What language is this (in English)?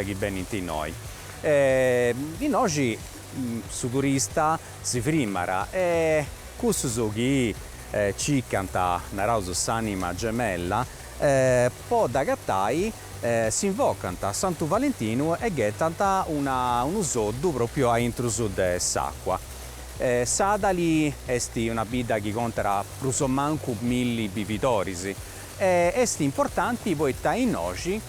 Sardinian